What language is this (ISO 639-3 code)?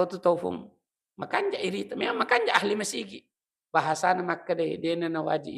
bug